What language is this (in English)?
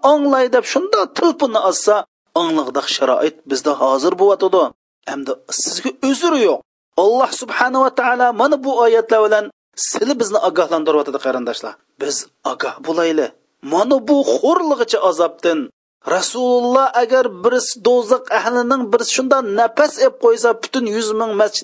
Uyghur